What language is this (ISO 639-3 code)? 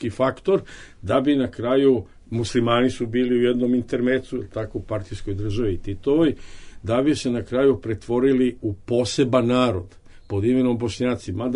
bos